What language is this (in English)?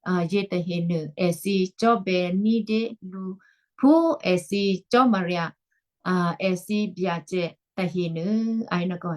Western Kayah